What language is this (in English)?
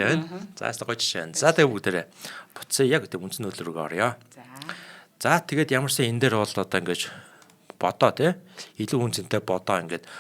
Mongolian